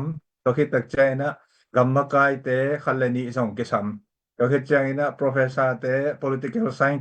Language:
Tedim Chin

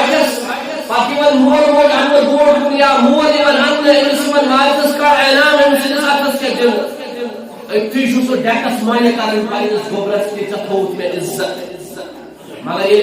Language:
Kashmiri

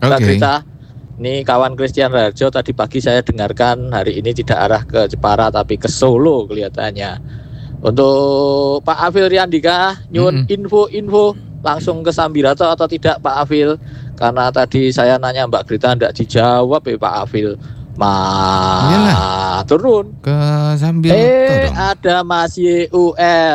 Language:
Indonesian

